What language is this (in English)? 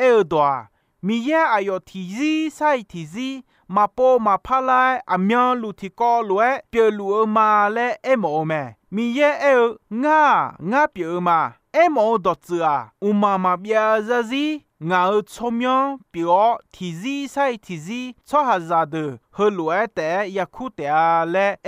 Akha